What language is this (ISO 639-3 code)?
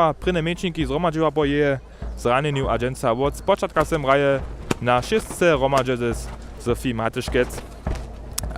hsb